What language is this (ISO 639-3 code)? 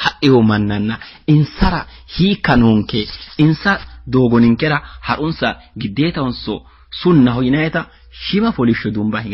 sid